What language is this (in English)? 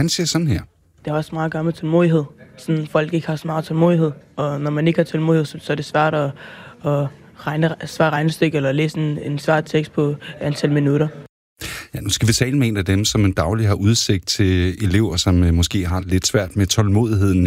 Danish